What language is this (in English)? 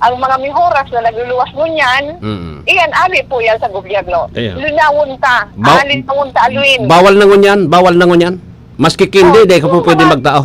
Bikol